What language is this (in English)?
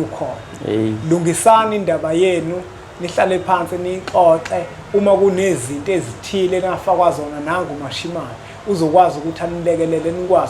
Zulu